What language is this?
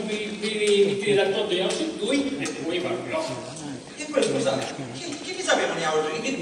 Sicilian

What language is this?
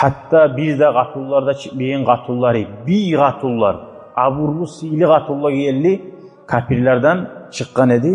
Kumyk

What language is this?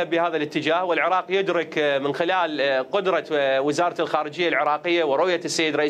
Mesopotamian Arabic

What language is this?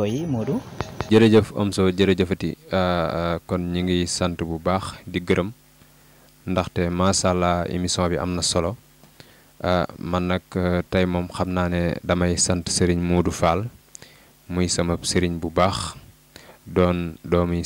Wolof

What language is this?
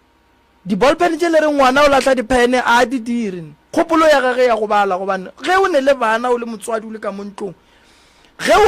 Northern Sotho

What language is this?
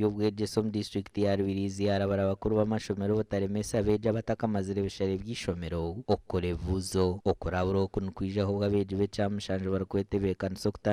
Nyankole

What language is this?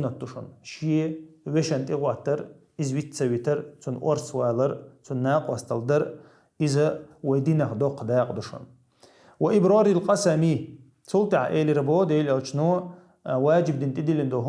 Chechen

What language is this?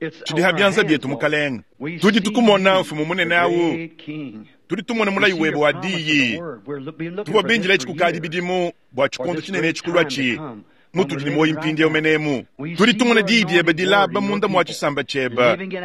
Luba-Lulua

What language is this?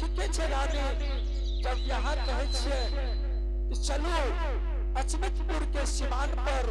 Angika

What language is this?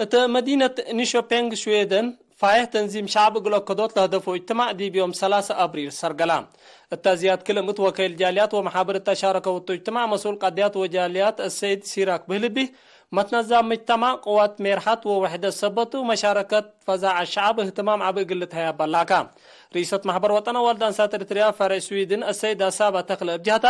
Tigre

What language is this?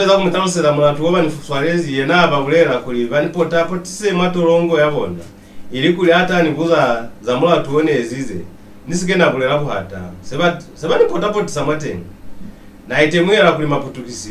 Lozi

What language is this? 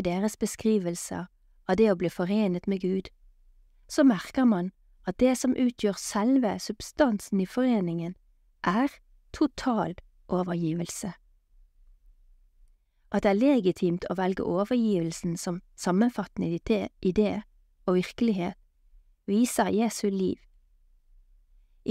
Norwegian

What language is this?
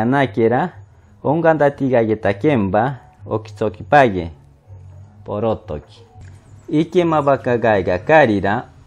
Machiguenga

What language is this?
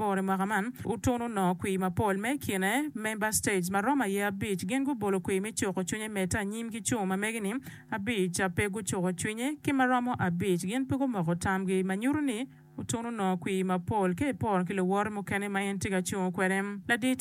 Acoli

